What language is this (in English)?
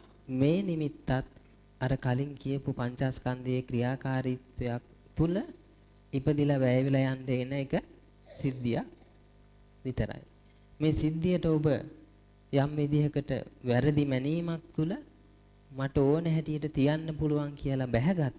Sinhala